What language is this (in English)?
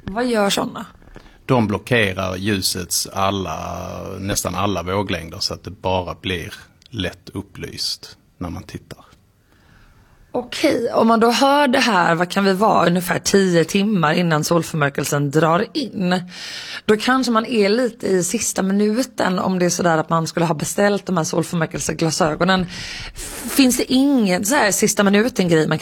Swedish